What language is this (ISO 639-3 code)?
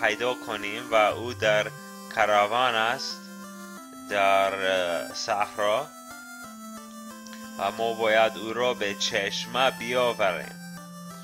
fas